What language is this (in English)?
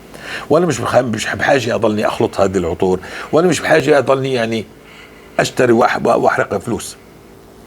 North Levantine Arabic